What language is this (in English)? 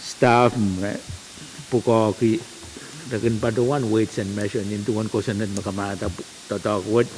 Pohnpeian